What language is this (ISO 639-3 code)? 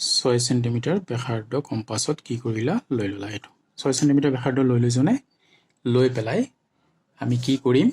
asm